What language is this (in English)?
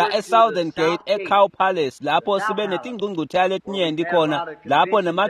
Swati